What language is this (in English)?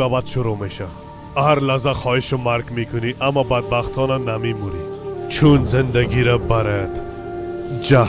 Persian